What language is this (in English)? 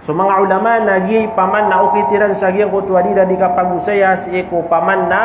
Maranao